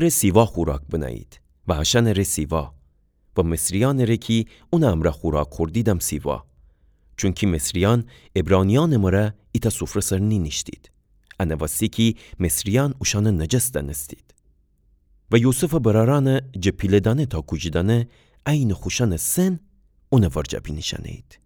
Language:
Gilaki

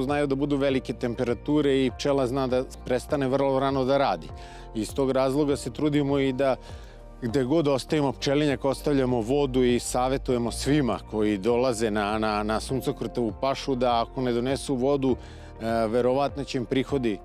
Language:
Serbian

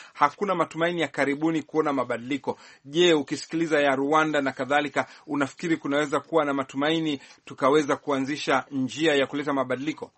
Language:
Swahili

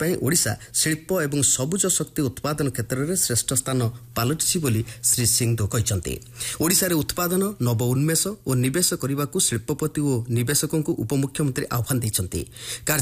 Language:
Odia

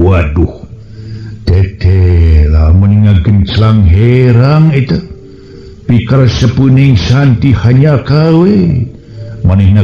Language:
Sundanese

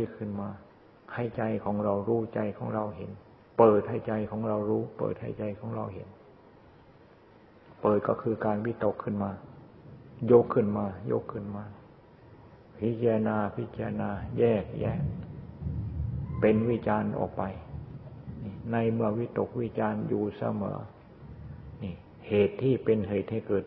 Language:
Thai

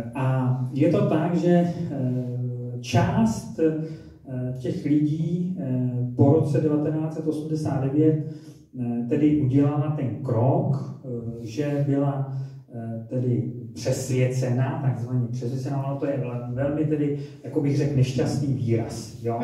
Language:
Czech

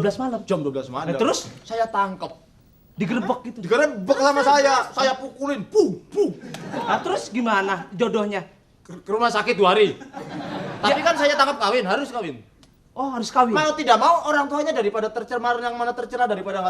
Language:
Betawi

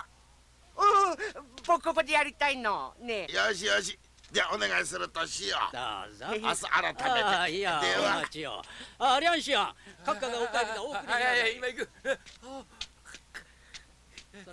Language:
Japanese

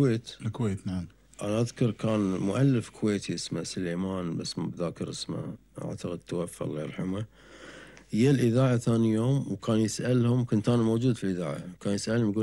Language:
Gulf Arabic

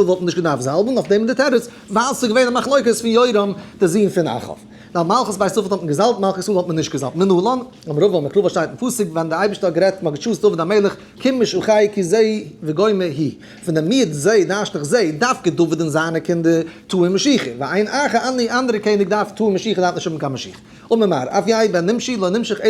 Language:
Yiddish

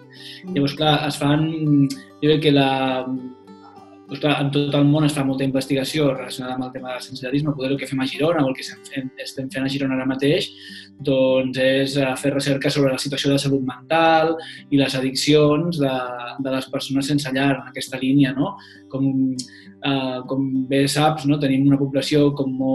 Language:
Catalan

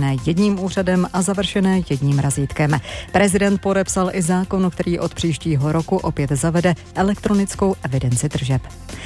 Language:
Czech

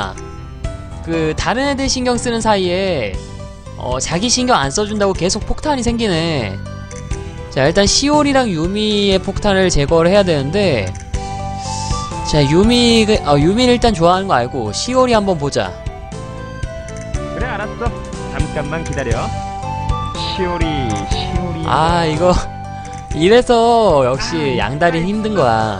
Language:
Korean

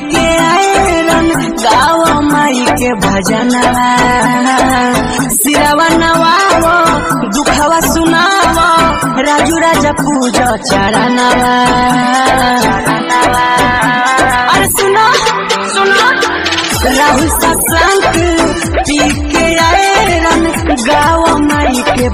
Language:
Bhojpuri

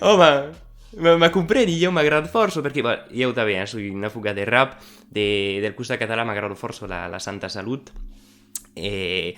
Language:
Occitan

